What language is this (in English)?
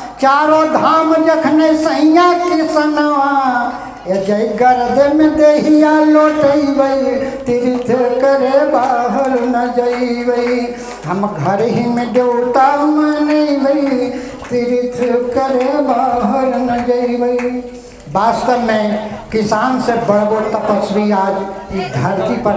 Magahi